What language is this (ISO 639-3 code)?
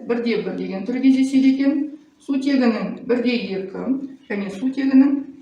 kaz